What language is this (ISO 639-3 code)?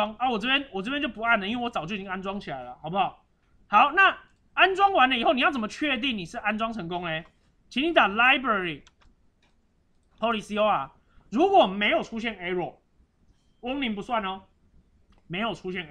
zho